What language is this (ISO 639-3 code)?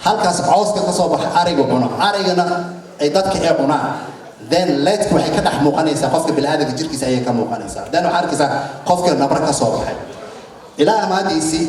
som